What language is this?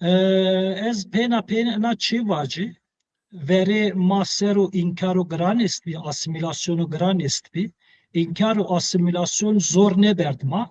Zaza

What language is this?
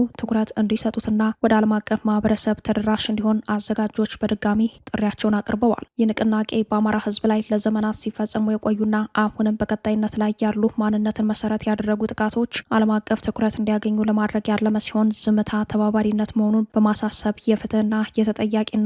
Amharic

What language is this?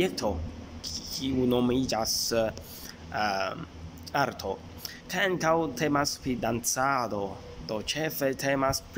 Esperanto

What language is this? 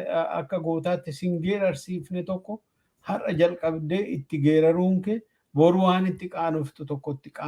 Oromo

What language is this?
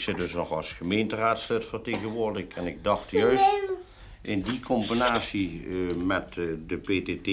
Limburgish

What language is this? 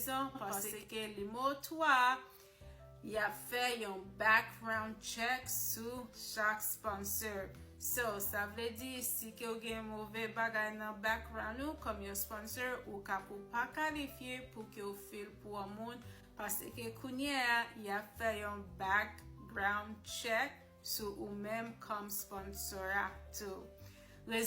Haitian Creole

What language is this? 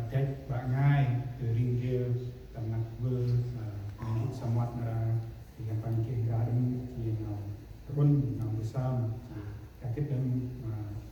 Central Mnong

